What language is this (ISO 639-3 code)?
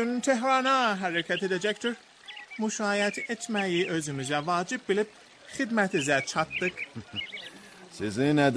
aze